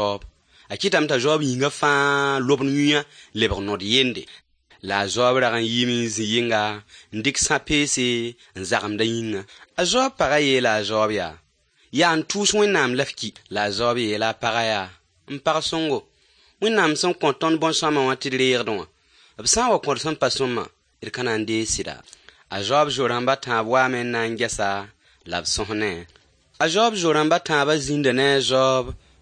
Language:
Mossi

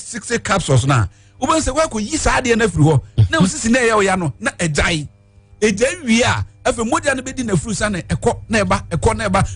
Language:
Akan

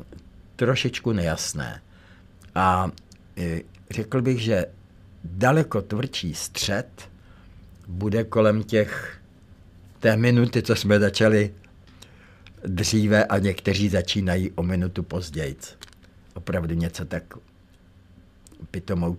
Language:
Czech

